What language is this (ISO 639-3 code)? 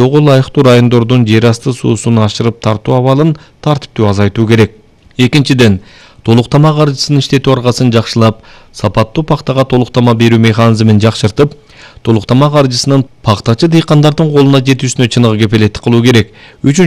kir